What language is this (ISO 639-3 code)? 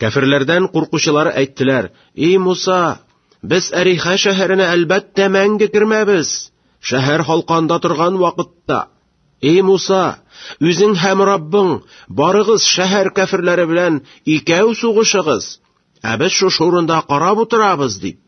tat